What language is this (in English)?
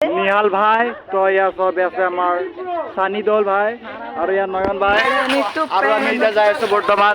Assamese